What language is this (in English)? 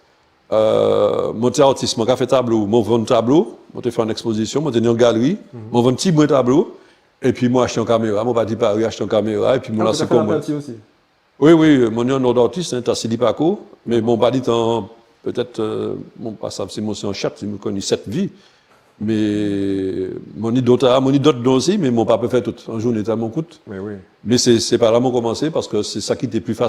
Guadeloupean Creole French